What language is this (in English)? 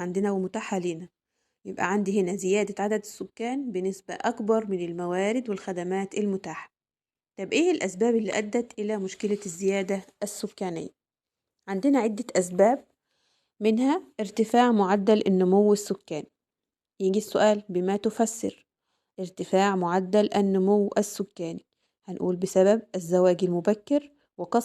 Egyptian Arabic